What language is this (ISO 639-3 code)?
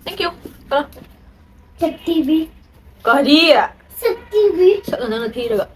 mni